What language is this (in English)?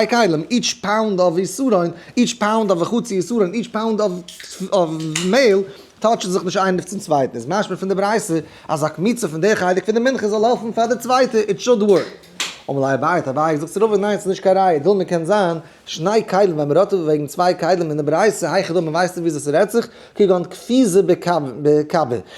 Yiddish